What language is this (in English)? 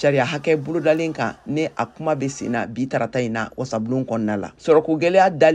Bambara